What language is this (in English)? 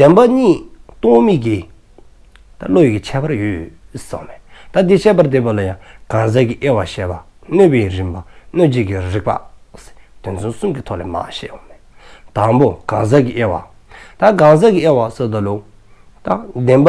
Dzongkha